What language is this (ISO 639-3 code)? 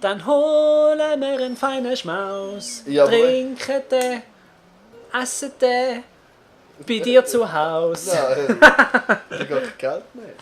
gsw